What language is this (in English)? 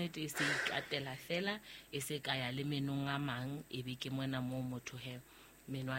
Southern Sotho